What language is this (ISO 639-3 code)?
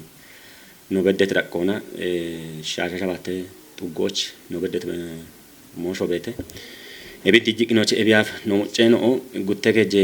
kbr